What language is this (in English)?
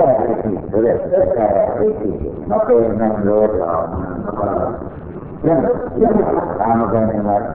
Burmese